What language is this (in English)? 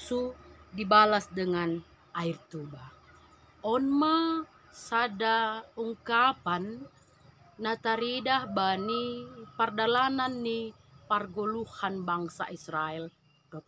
Batak Simalungun